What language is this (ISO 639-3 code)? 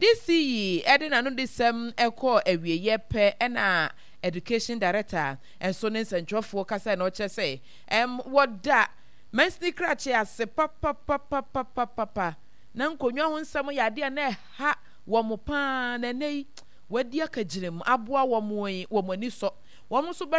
aka